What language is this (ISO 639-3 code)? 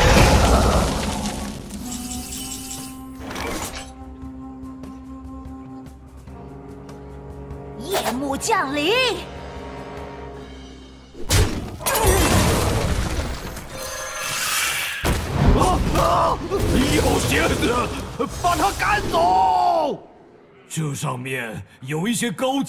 zho